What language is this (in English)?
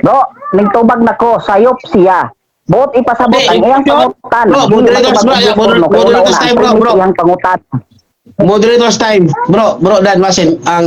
Cebuano